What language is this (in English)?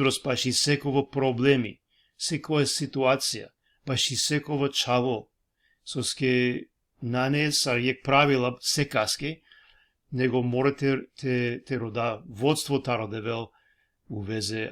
Balkan Romani